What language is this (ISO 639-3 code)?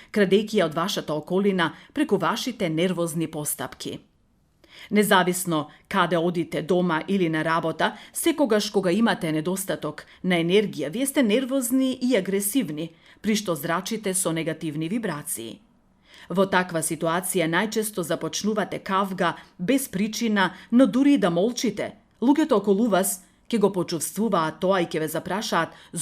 mkd